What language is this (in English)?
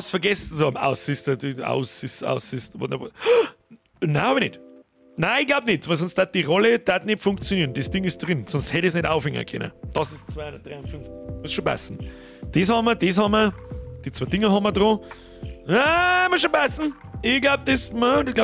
Bavarian